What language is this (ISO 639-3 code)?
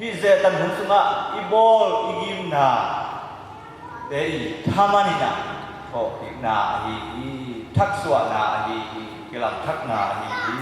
ctd